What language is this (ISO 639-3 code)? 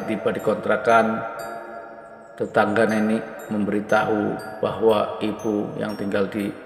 ind